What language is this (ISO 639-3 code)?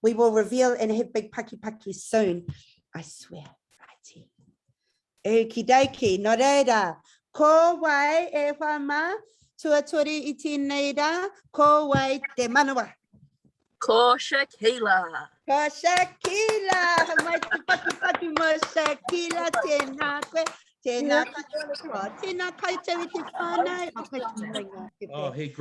mri